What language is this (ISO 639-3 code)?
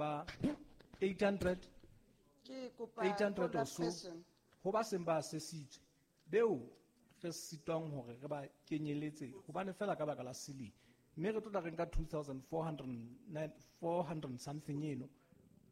sot